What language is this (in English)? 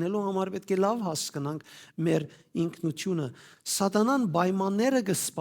Western Armenian